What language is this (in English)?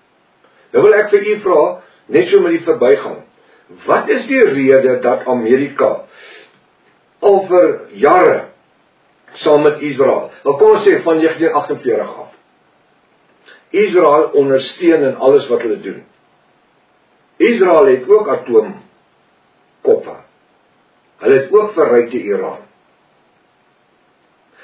Afrikaans